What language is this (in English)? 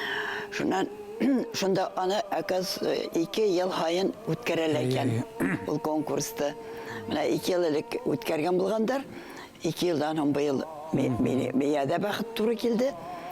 Bashkir